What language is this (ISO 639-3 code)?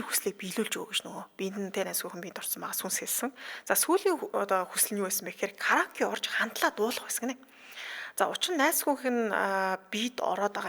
mon